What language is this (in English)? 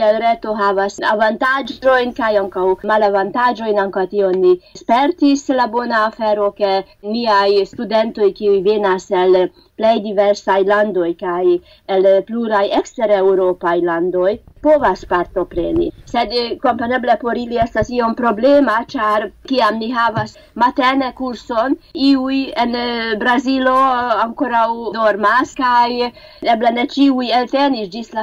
Esperanto